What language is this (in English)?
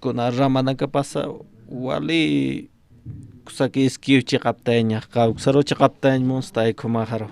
Aymara